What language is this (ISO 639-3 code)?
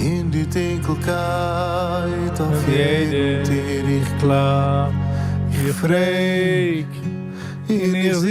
yid